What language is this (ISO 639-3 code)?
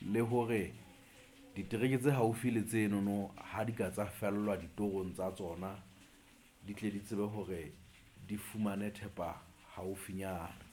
sot